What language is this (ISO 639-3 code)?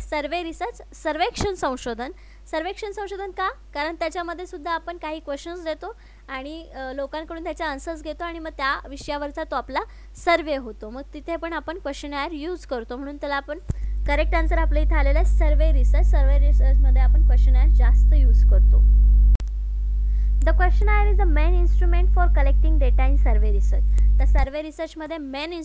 mar